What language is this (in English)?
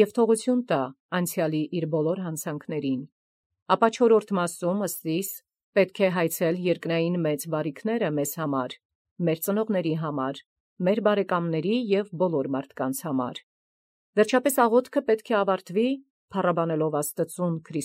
Armenian